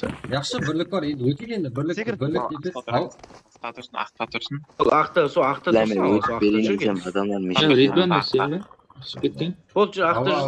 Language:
Kara-Kalpak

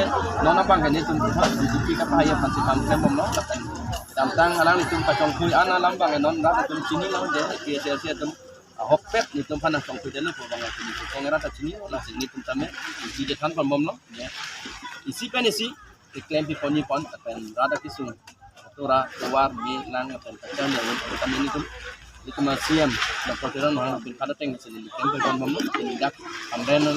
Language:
Karbi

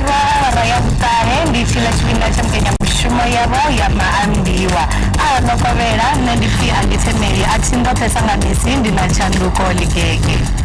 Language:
Venda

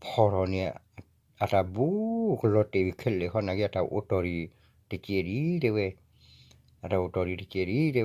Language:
S'gaw Karen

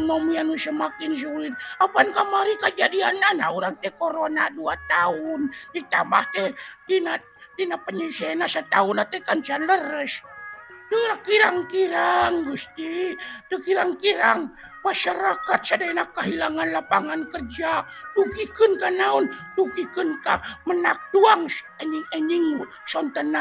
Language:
Sundanese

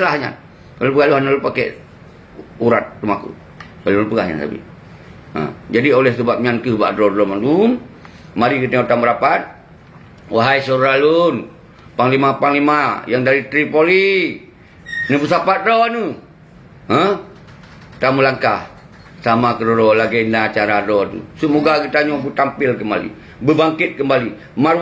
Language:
Achinese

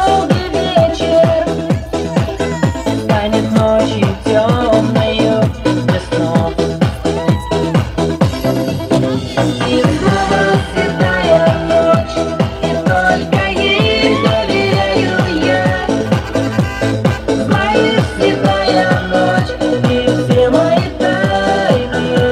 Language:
Russian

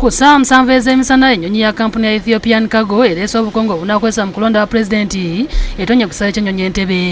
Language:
Ganda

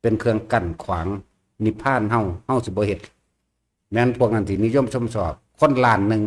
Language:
Northeastern Thai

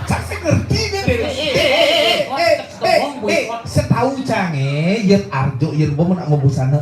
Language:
Balinese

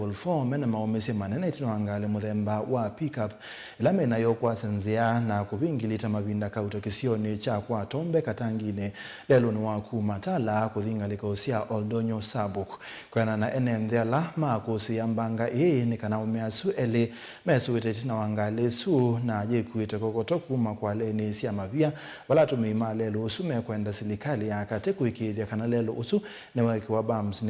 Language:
Kamba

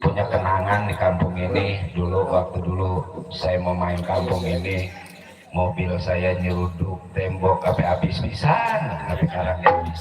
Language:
Betawi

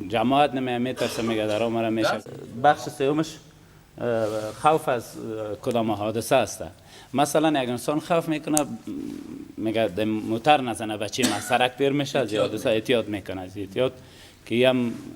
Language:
Persian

